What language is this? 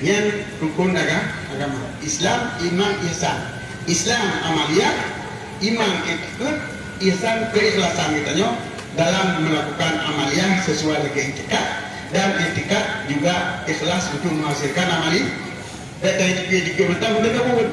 Achinese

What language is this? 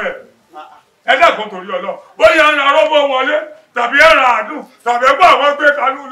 Yoruba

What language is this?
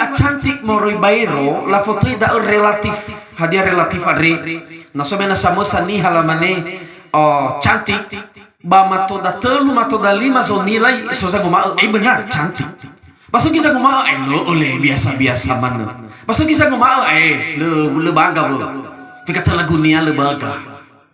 Nias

